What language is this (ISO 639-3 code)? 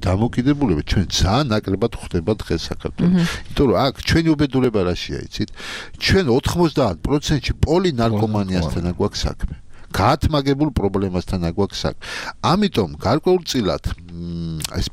kat